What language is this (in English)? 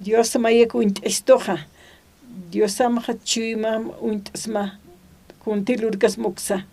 Aymara